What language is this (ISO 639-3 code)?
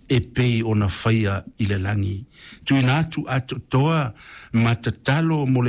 smo